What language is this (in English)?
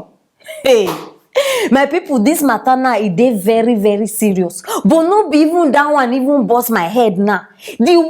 Nigerian Pidgin